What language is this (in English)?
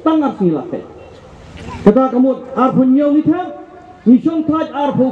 Khasi